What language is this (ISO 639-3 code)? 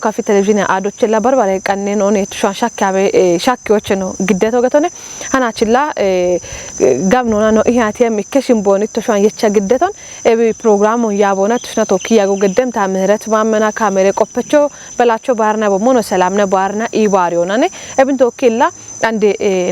kbr